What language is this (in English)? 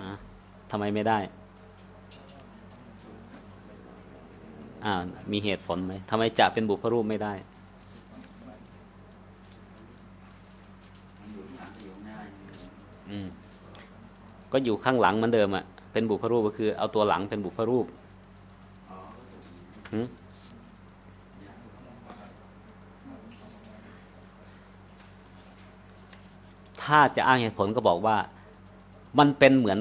Thai